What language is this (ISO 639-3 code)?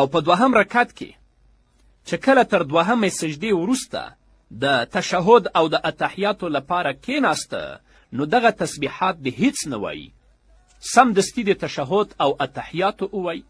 pus